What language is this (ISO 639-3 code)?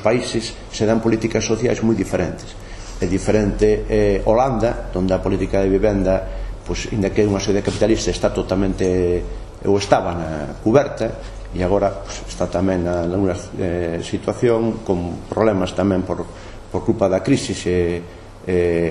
glg